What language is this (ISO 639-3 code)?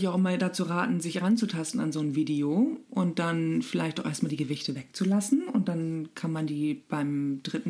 deu